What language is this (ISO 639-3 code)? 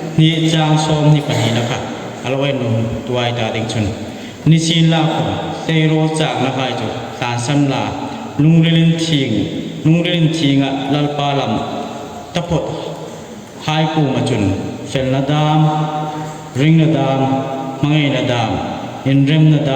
hmr